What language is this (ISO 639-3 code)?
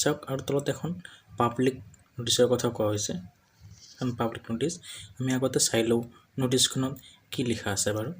asm